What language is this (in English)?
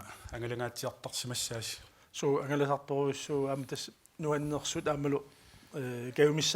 Kalaallisut